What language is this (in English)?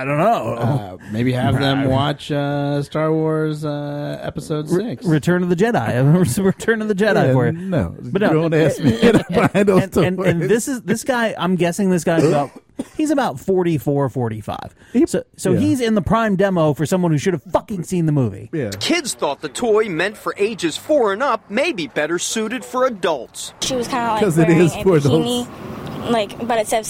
English